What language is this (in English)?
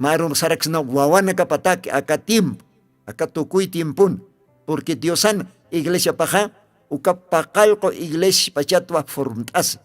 Aymara